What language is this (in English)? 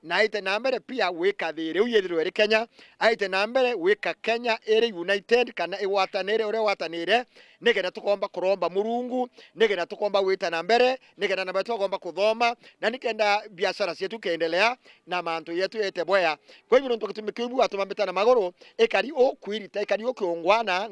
Meru